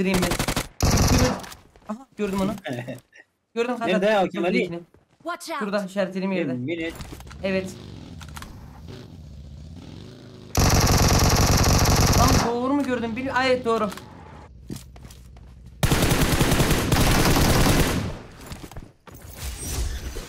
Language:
Turkish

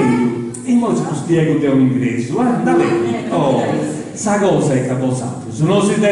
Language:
Sardinian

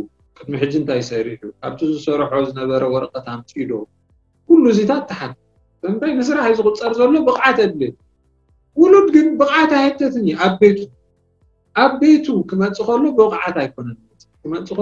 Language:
Tigrinya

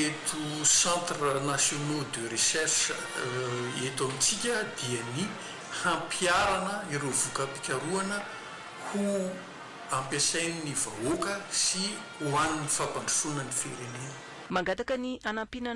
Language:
Malagasy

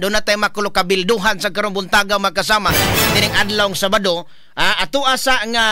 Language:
Cebuano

